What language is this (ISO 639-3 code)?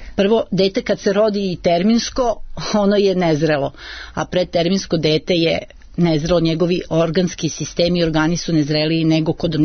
srp